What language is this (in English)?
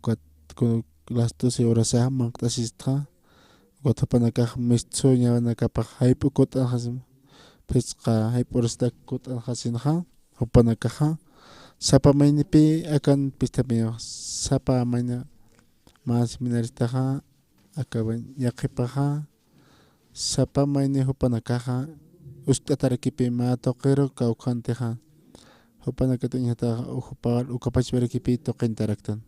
Aymara